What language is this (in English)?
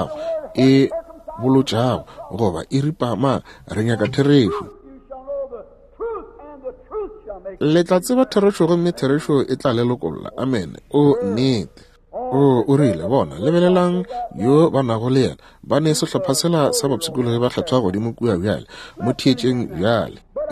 Northern Sotho